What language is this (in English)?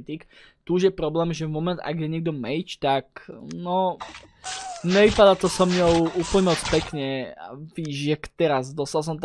Slovak